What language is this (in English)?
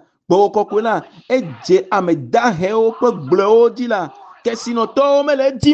Ewe